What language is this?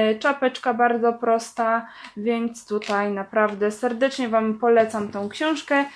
Polish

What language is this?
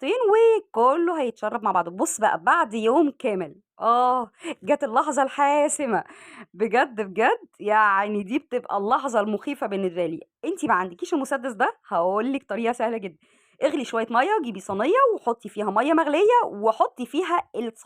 Egyptian Arabic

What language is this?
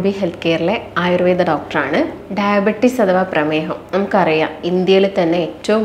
Malayalam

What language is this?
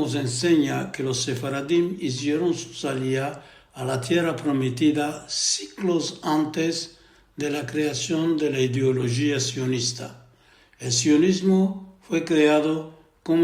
Ladino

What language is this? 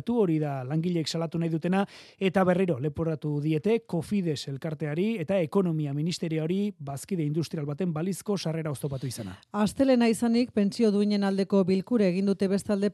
Basque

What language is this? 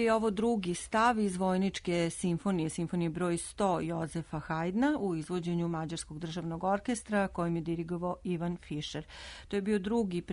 Serbian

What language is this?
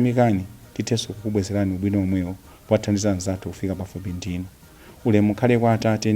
Nyanja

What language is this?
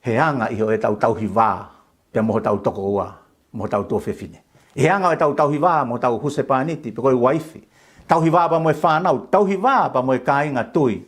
Tongan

